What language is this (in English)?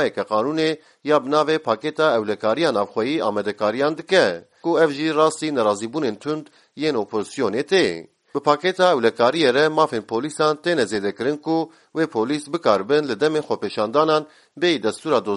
Kurdish